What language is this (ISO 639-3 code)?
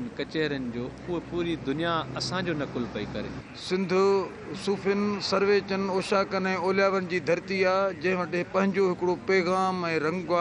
snd